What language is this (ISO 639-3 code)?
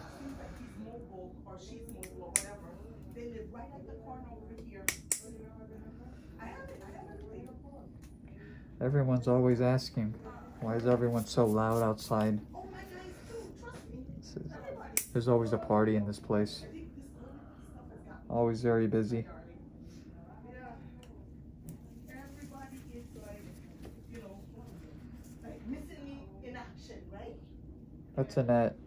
eng